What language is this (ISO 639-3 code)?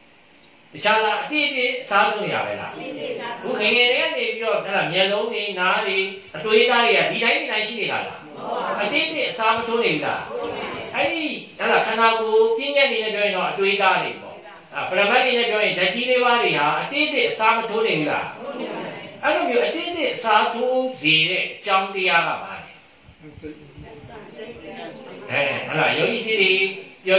mya